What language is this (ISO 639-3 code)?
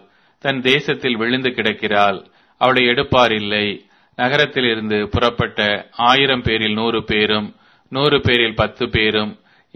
tam